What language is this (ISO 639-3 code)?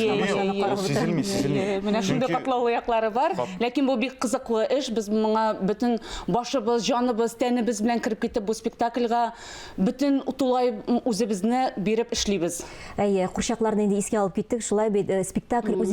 tat